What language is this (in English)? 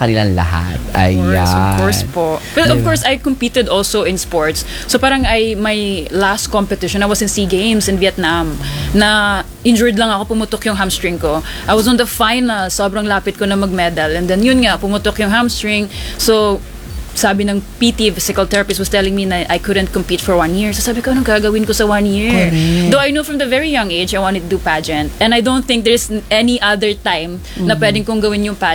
Filipino